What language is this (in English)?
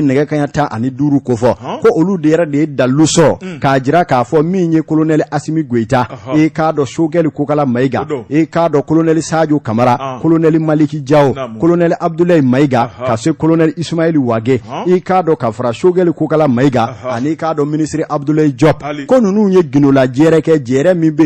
Bambara